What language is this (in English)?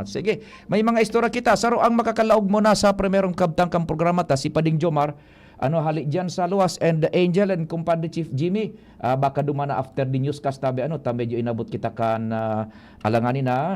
Bikol